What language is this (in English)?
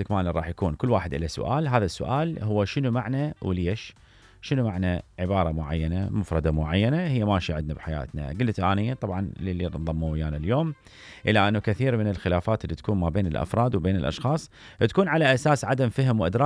Mesopotamian Arabic